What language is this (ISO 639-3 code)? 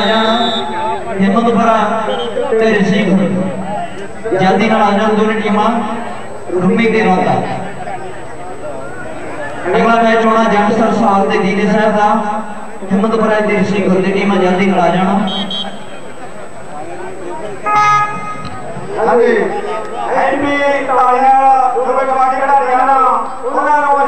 pan